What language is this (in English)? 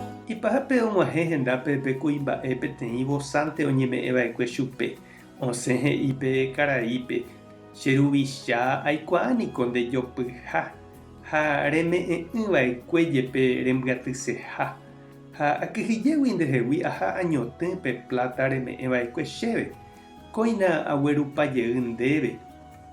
Guarani